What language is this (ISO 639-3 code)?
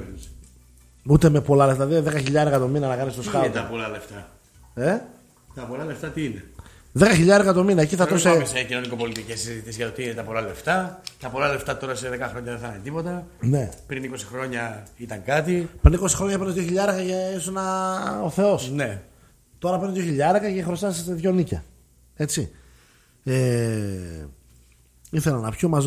ell